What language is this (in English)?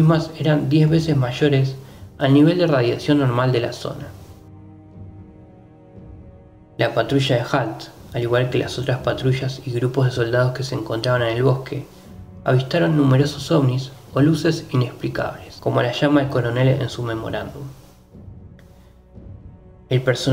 Spanish